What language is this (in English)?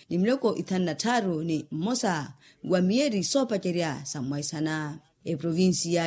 Makhuwa